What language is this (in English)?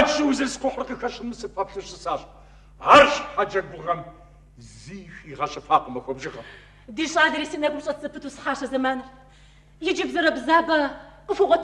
Kabardian